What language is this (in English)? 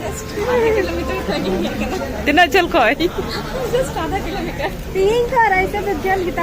Santali